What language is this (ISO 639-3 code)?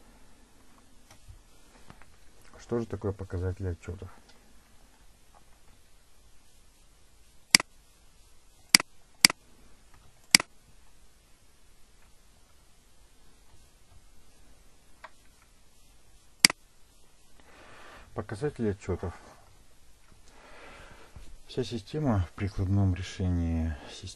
rus